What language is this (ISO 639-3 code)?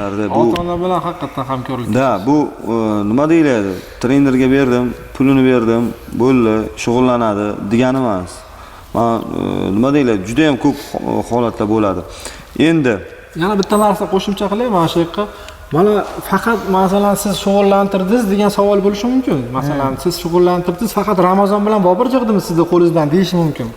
uzb